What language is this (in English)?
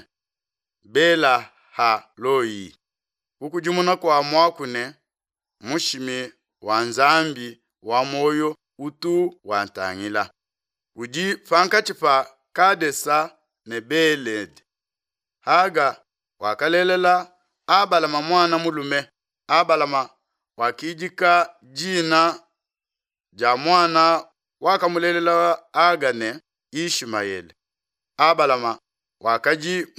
Luba-Lulua